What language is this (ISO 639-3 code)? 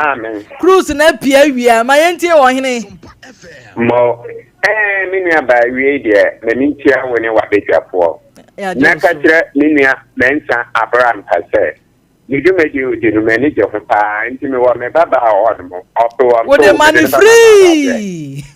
aka